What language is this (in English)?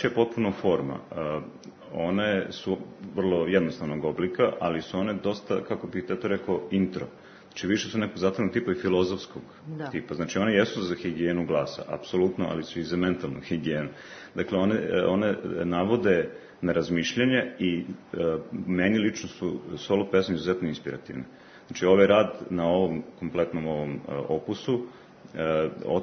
Serbian